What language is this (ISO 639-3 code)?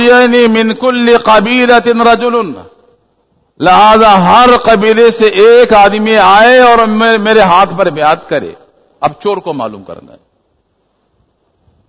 urd